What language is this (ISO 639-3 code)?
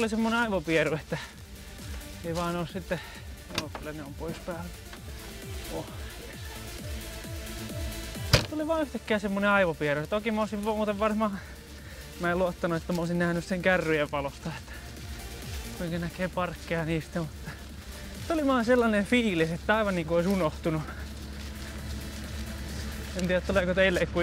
fin